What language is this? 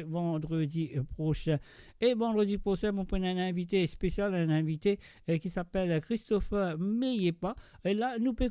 Morisyen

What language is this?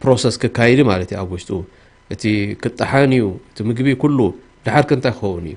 Tigrinya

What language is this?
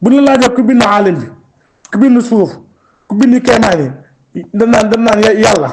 Wolof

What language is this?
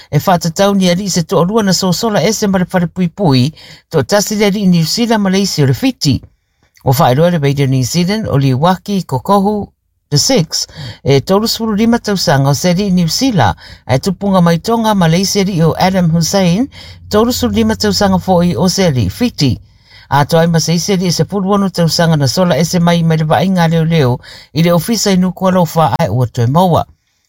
Samoan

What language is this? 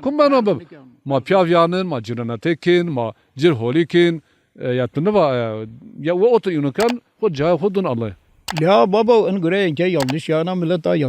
Zaza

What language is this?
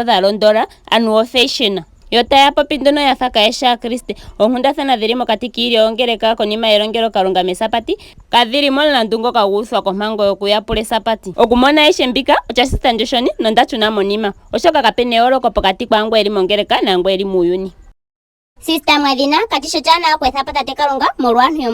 Ndonga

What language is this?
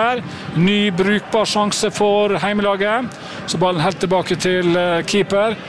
Norwegian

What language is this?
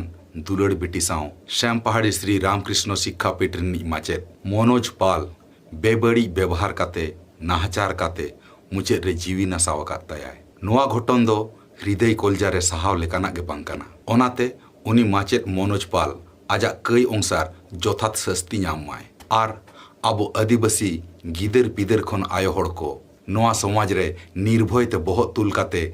Santali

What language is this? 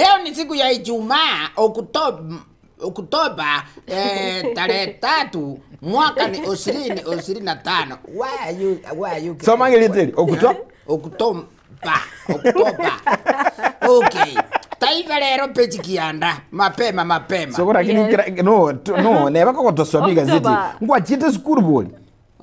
Gusii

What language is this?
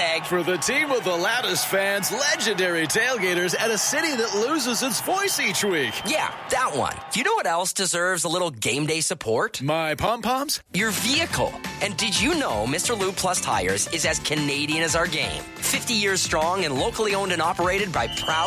English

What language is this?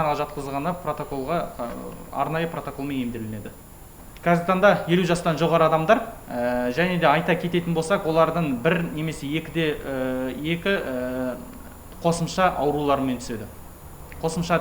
Kazakh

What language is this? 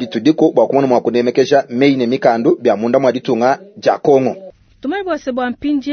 Luba-Lulua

